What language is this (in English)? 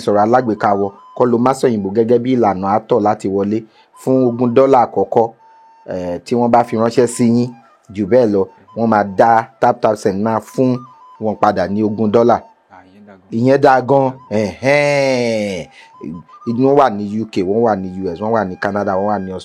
Yoruba